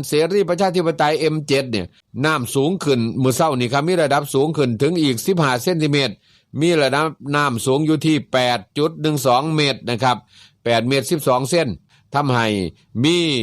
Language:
Northeastern Thai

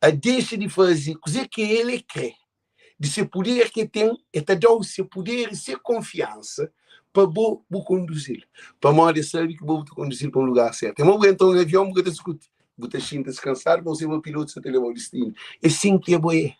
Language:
Kabuverdianu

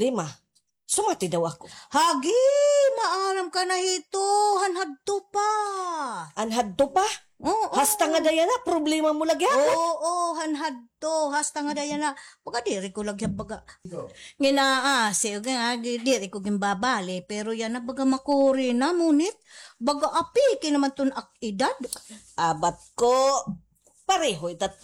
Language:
Waray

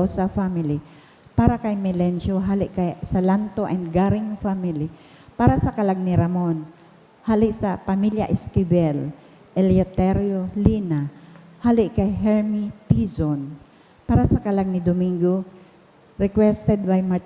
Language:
Bikol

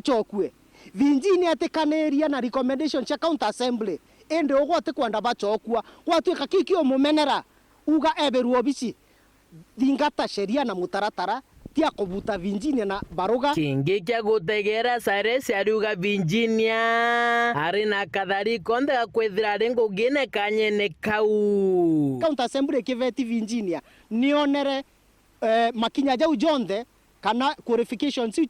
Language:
Meru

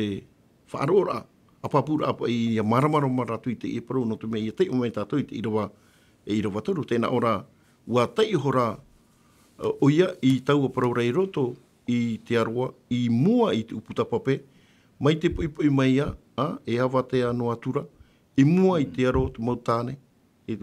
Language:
Tahitian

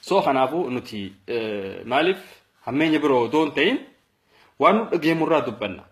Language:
Oromo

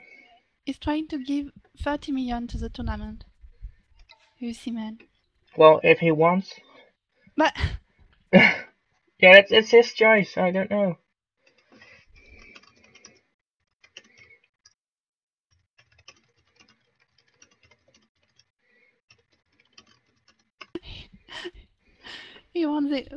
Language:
English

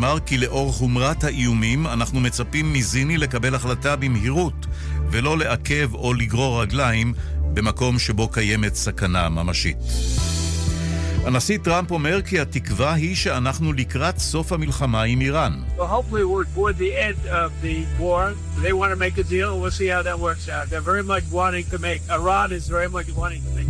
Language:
Hebrew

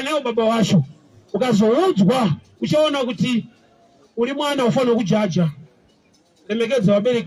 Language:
Shona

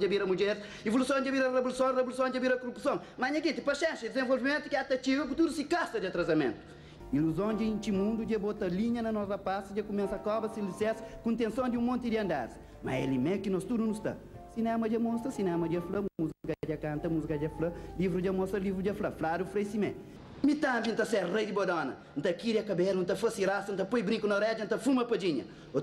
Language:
Kabuverdianu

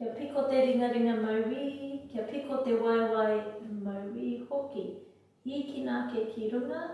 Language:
Māori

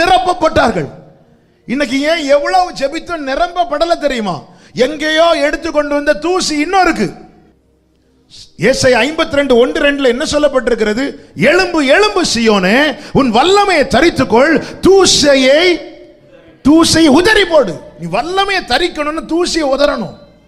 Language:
Tamil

